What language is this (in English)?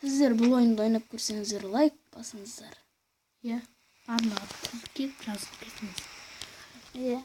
Kazakh